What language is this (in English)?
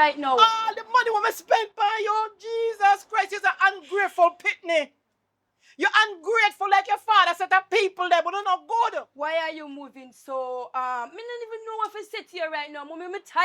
Jamaican Creole English